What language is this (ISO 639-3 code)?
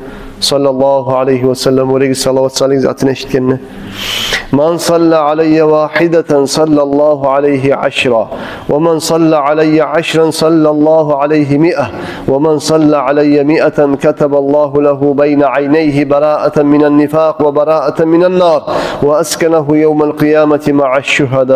kum